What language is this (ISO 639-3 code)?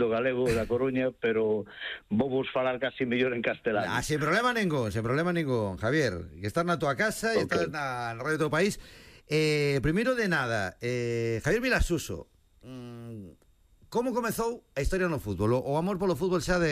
glg